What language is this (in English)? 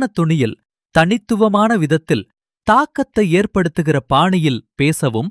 Tamil